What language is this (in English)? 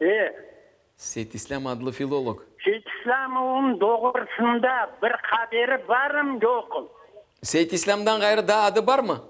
Crimean Tatar